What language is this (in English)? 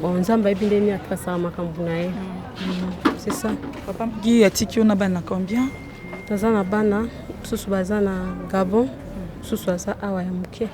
Lingala